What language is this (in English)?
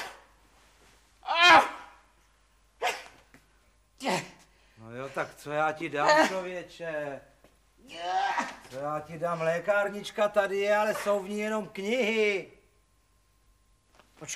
Czech